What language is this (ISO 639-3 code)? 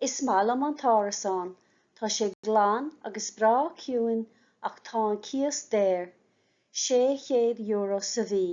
gle